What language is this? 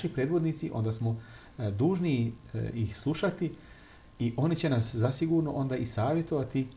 Bosnian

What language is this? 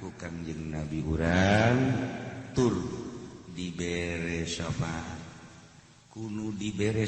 Sundanese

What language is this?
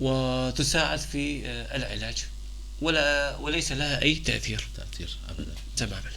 North Levantine Arabic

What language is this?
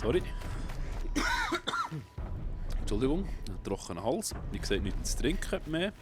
Swiss German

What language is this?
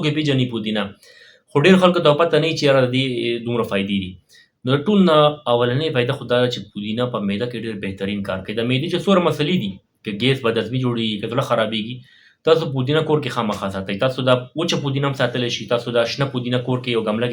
Pashto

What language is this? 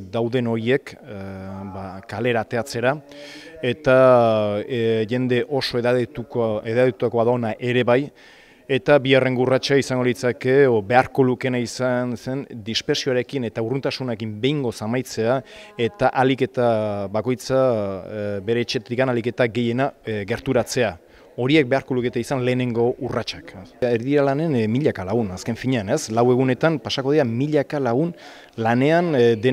Basque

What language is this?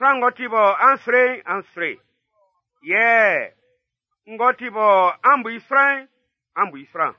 Baoulé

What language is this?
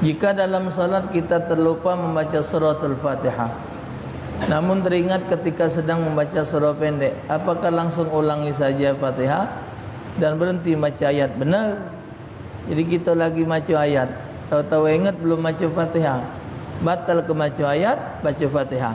Musi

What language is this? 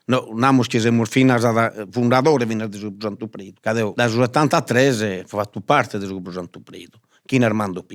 Sardinian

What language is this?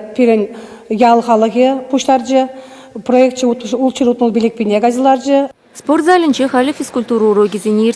Chuvash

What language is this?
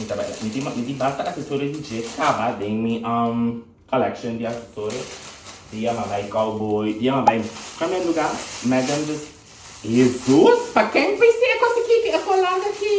Papiamento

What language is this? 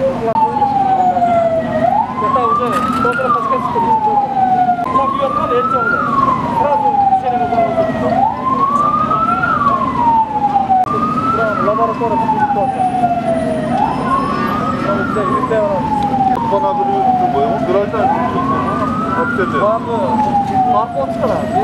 Kyrgyz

